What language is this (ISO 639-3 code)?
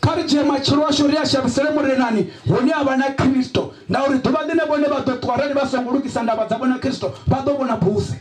ven